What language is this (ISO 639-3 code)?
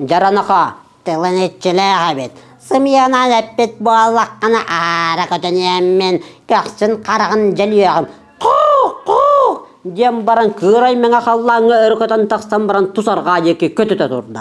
sah